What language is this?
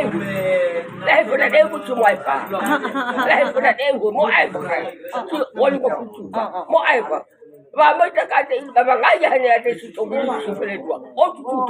Nias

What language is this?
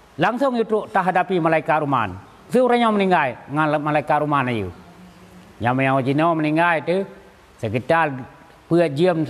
Achinese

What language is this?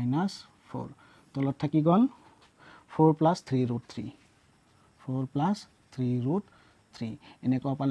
Assamese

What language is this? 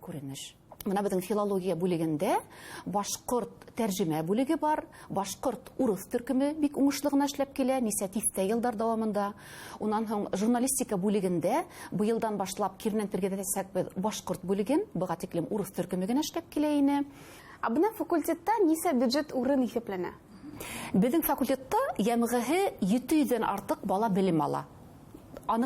Bashkir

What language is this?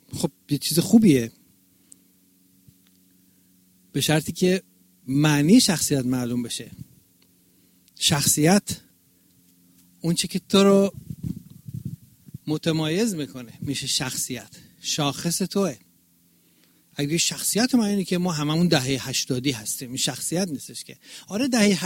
Persian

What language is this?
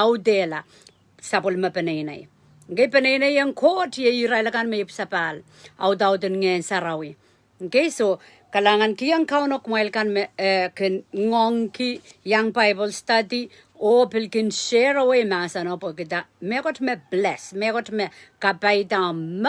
Pohnpeian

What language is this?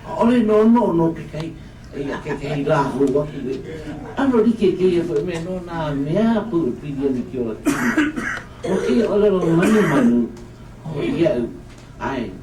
Hawaiian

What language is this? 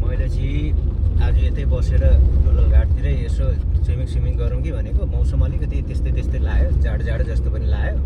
Nepali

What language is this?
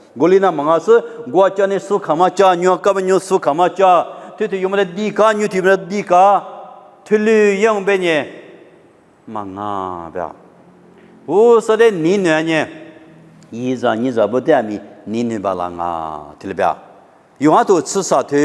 Lisu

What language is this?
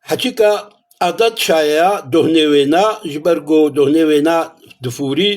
Kurdish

